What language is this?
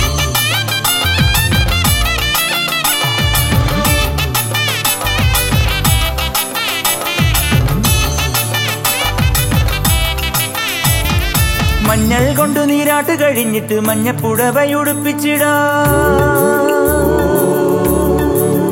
Malayalam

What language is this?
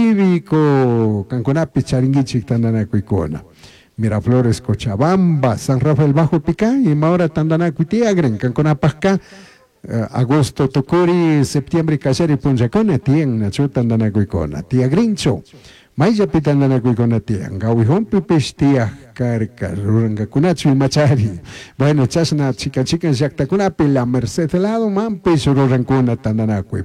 Chimborazo Highland Quichua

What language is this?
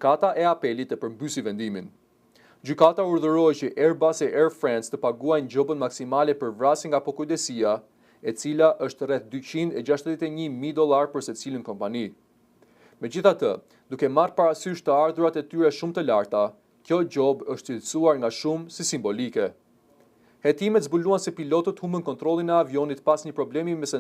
Albanian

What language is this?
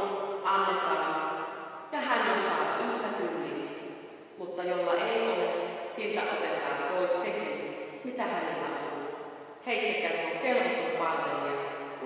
Finnish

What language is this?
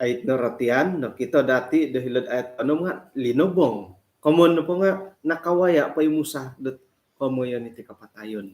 Central Dusun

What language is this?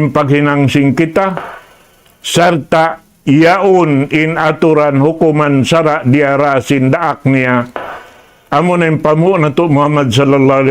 Tausug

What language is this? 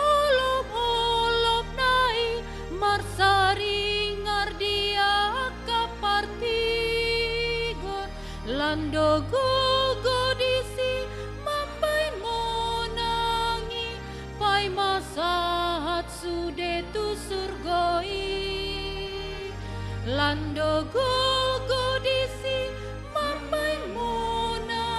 Batak Toba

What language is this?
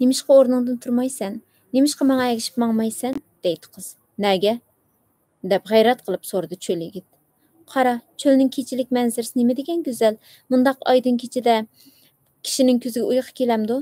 Uyghur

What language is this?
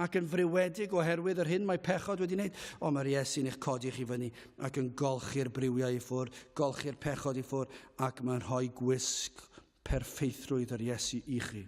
Welsh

